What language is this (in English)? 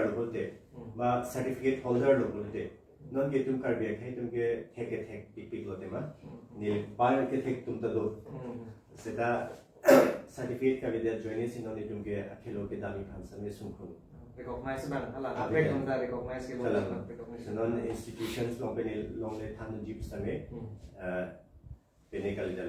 Karbi